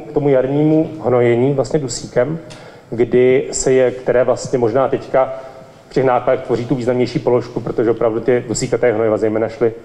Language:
Czech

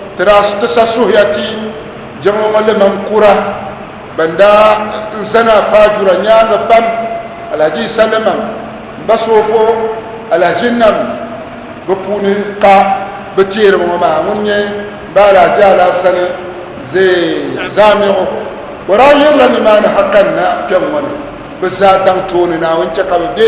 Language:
Dagbani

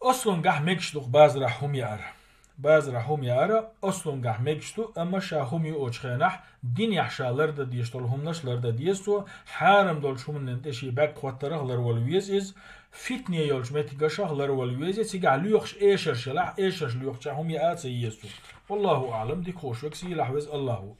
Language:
Chechen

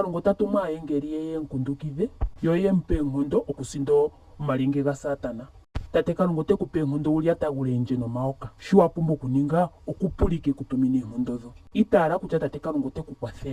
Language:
Ndonga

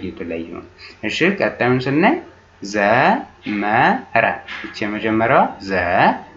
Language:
Amharic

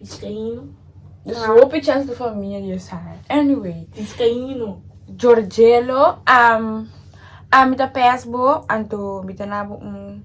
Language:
Papiamento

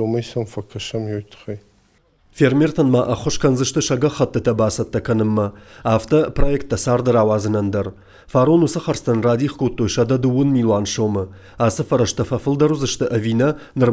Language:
Ossetic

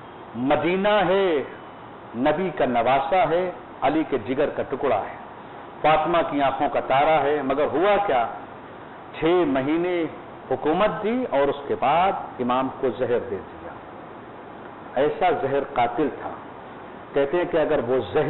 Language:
Urdu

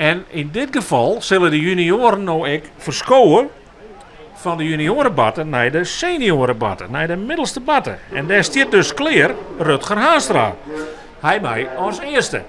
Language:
Western Frisian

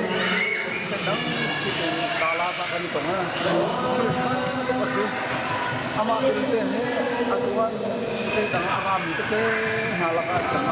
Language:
Hakha Chin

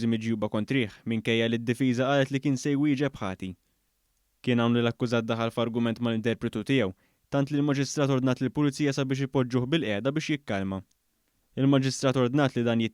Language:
Maltese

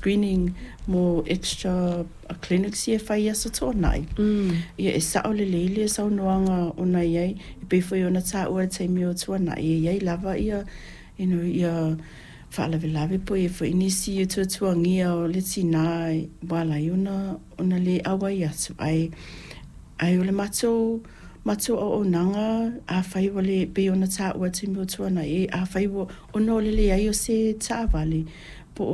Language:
Samoan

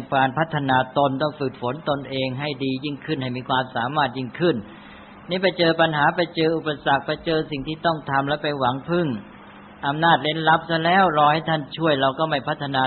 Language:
Thai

